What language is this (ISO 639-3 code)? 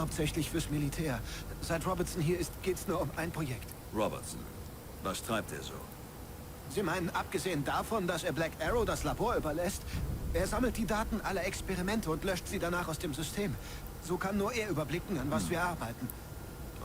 bar